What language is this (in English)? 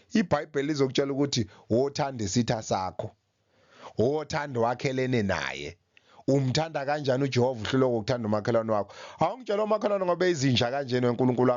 Zulu